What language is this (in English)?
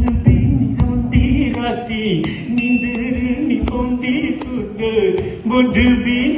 Dogri